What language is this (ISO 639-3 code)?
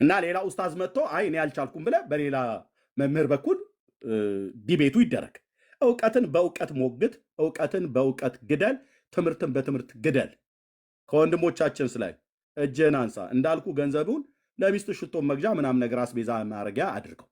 amh